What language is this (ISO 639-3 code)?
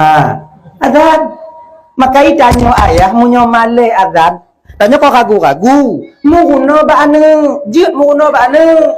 ace